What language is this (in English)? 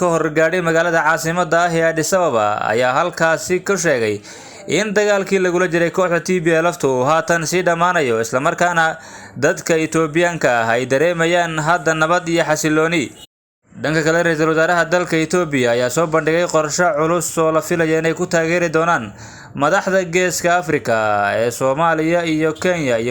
Somali